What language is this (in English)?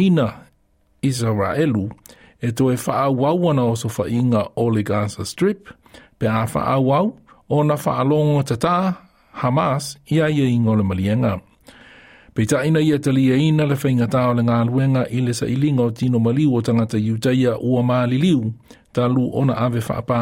Samoan